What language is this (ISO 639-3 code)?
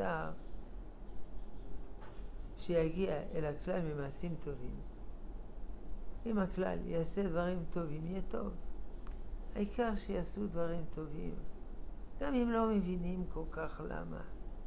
heb